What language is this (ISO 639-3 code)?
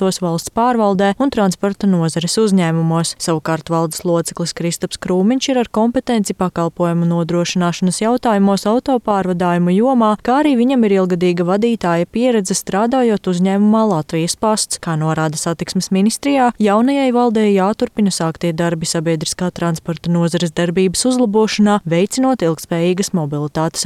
lav